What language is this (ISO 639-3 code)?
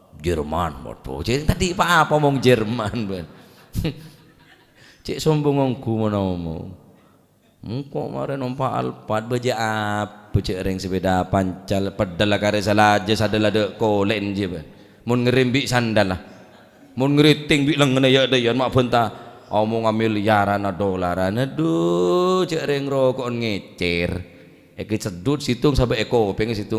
mad